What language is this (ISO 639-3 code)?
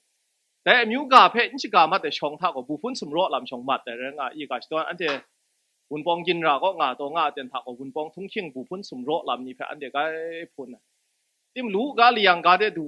kac